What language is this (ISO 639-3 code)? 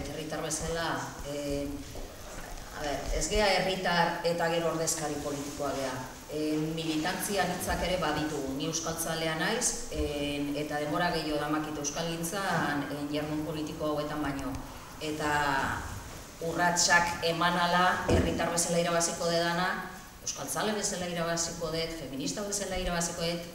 eus